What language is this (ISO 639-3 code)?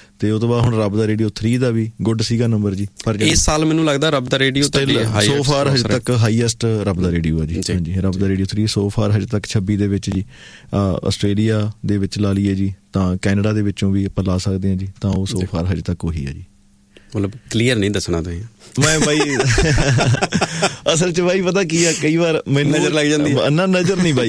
pan